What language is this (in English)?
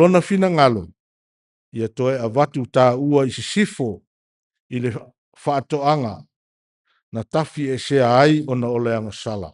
Samoan